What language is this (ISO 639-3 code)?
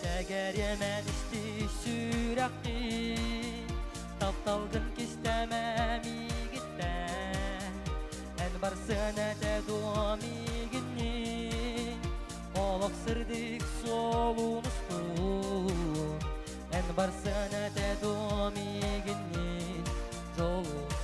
sah